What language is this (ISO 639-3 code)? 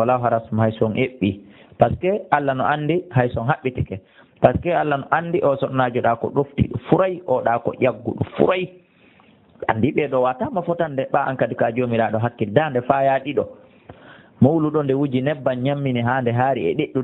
ful